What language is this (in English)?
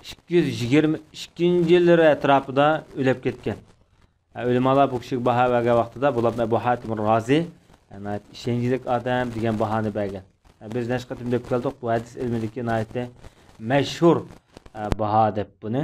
Uyghur